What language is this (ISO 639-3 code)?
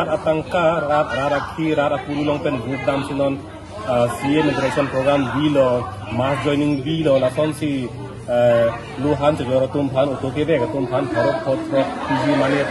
mjw